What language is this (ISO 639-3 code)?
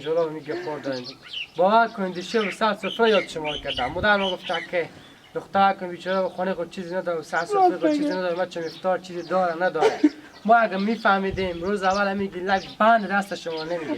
haz